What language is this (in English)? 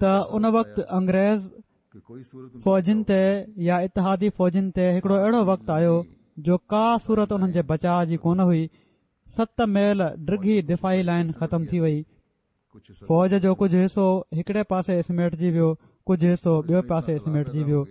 Sindhi